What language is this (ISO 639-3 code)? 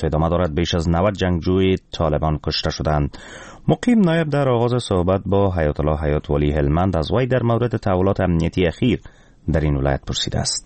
fas